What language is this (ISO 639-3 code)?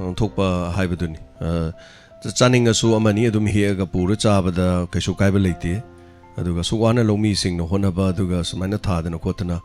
mni